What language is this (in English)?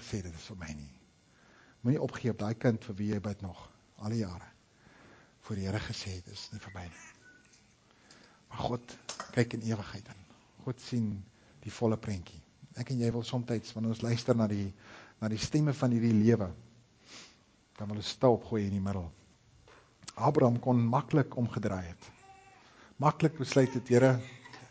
Afrikaans